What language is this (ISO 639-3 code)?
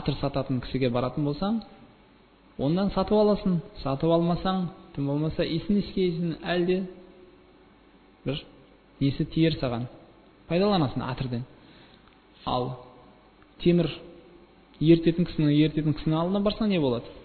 kaz